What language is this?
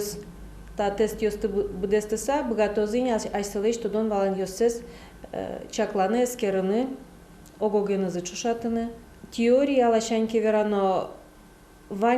Udmurt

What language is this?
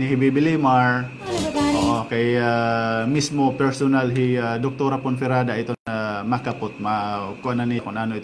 Waray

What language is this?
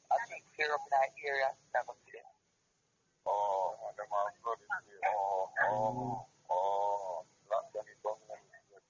Jamaican Creole English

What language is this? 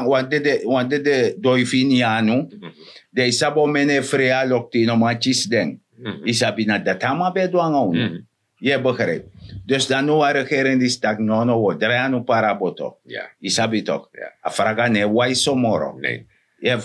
Sranan Tongo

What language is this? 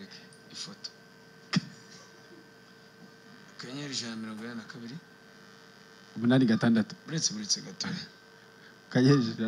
Kinyarwanda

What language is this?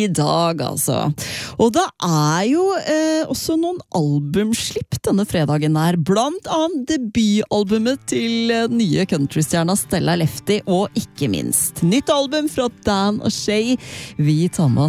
Norwegian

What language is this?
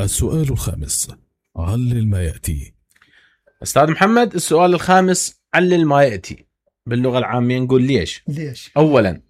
Mesopotamian Arabic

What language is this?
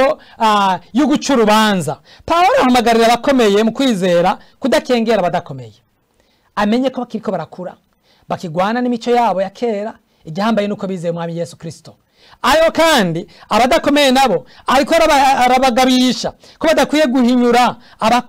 Rundi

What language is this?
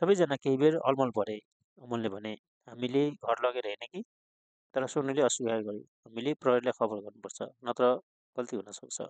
Nepali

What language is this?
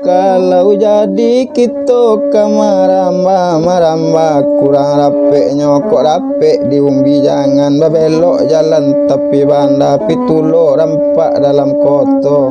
Minangkabau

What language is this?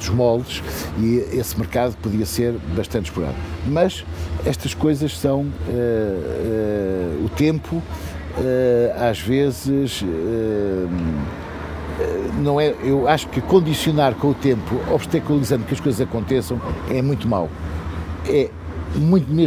Portuguese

